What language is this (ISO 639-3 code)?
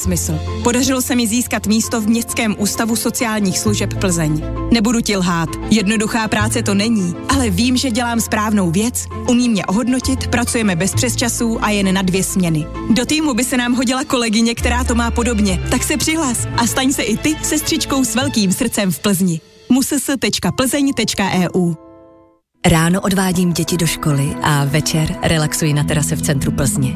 ces